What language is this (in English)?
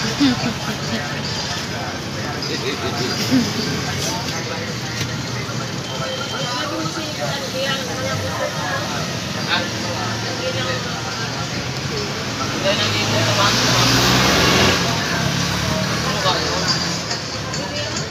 Filipino